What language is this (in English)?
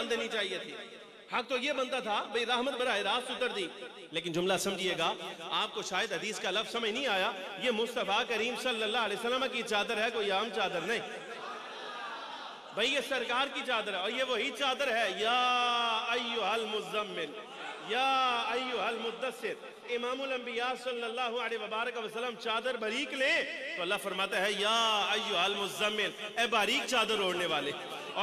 Urdu